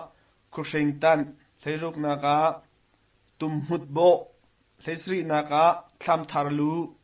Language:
Hakha Chin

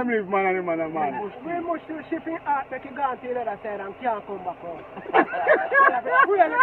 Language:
Jamaican Creole English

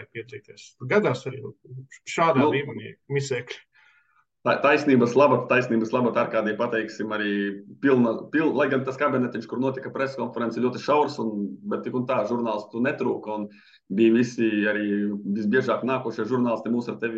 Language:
Latvian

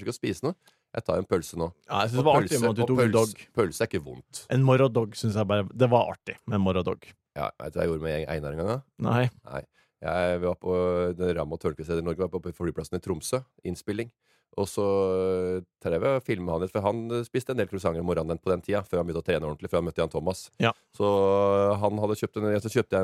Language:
Norwegian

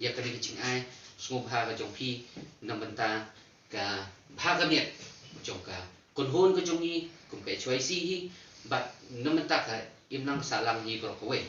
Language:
Khasi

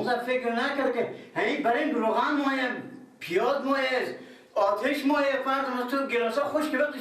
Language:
Persian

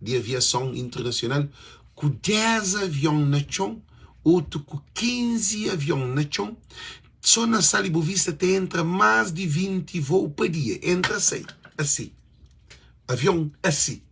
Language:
Kabuverdianu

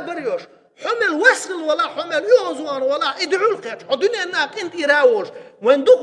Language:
Chechen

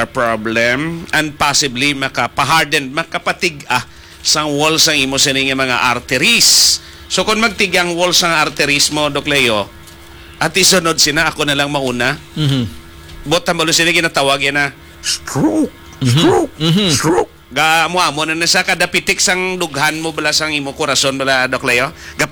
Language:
Hiligaynon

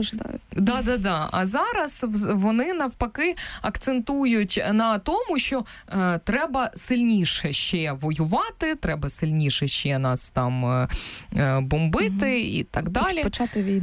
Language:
Ukrainian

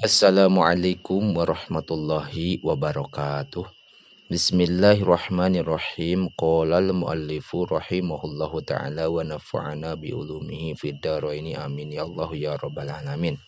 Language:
Sundanese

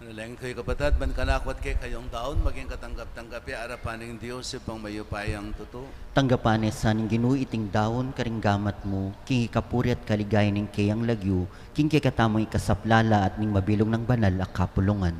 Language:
Pampanga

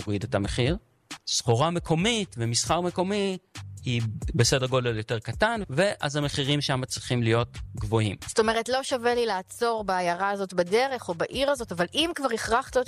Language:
Hebrew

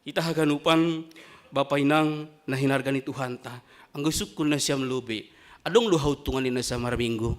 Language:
Batak Simalungun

